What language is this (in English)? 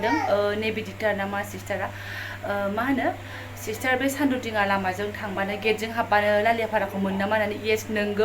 Bodo